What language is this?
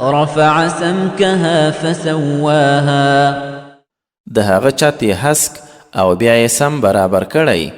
Pashto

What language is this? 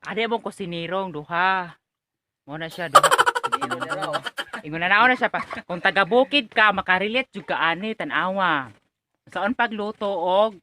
Cebuano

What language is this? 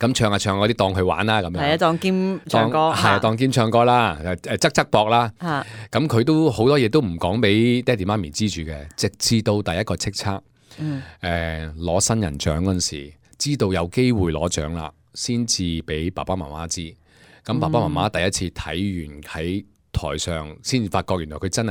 Cantonese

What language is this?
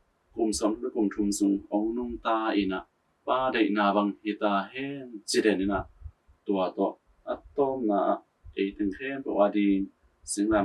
Tedim Chin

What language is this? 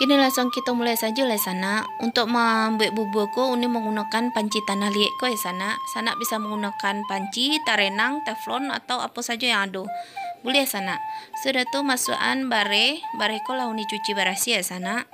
Minangkabau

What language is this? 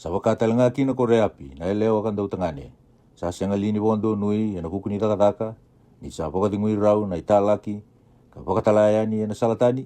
Fijian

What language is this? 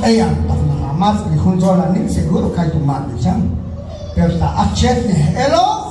Q'anjob'al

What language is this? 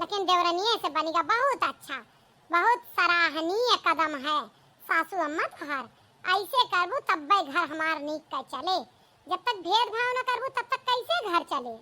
Awadhi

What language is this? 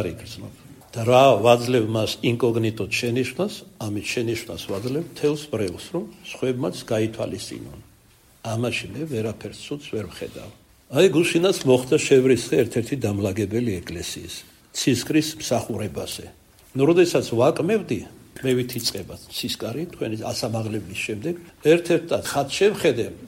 Georgian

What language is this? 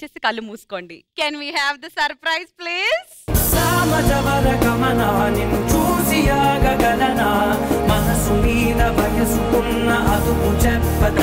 Telugu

